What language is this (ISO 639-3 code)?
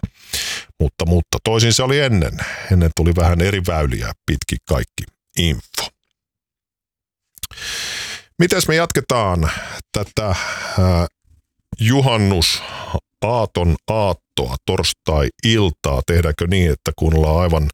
fin